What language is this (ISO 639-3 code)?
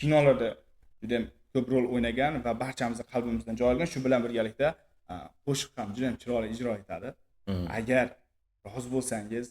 uzb